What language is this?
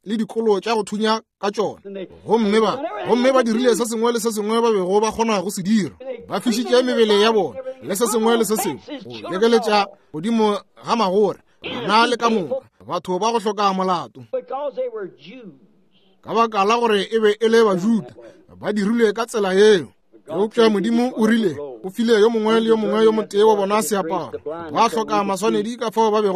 Northern Sotho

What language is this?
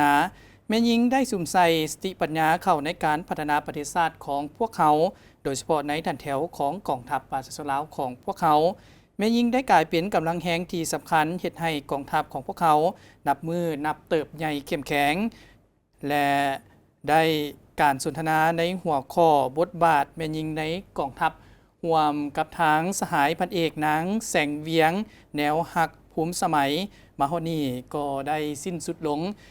Lao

